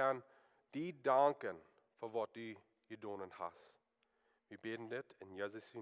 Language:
Plautdietsch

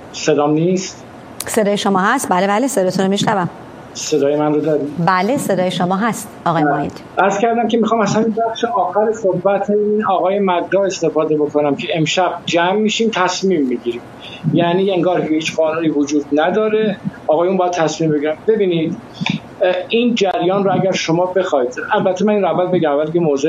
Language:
Persian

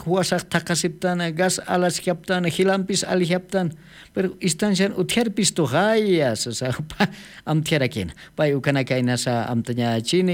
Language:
Aymara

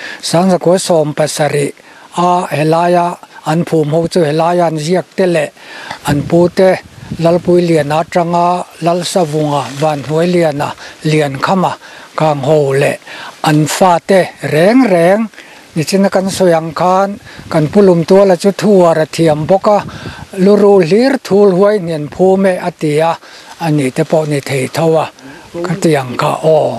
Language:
Mizo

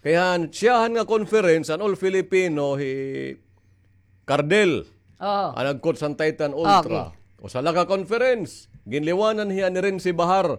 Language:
Waray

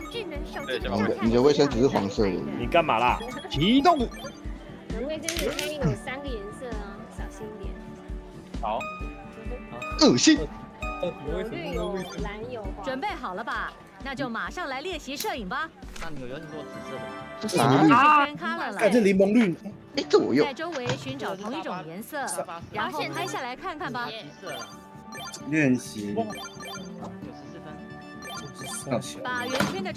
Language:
Chinese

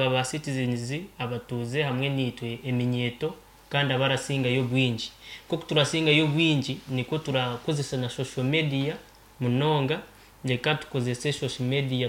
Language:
Nyankole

